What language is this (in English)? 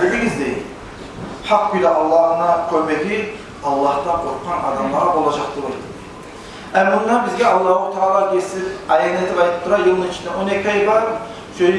Kumyk